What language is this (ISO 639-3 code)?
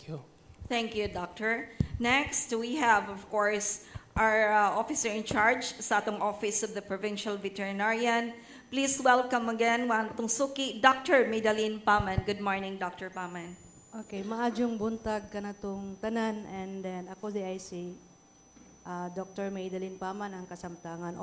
ceb